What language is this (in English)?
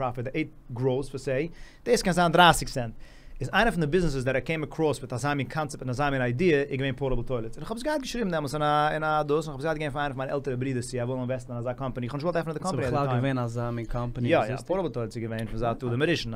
Yiddish